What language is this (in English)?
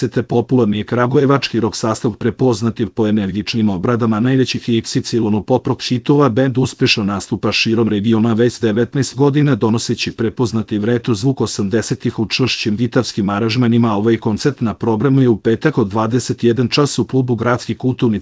Serbian